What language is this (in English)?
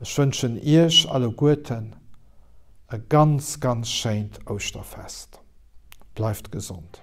Luxembourgish